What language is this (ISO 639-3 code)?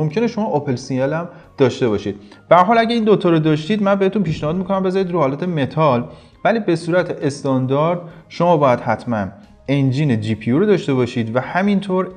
fas